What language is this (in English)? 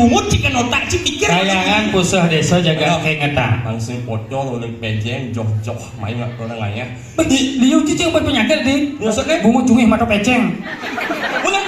Balinese